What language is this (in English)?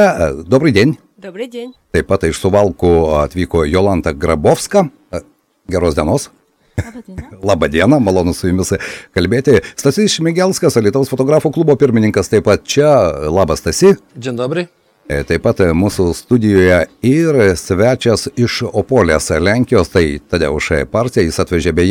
Lithuanian